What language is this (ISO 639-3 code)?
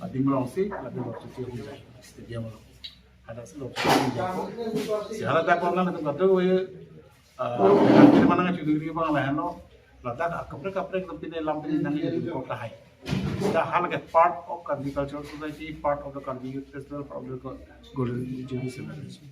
mjw